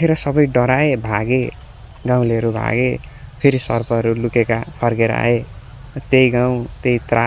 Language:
Nepali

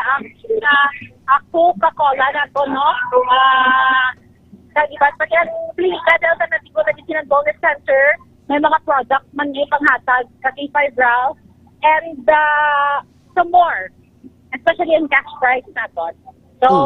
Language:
Hiligaynon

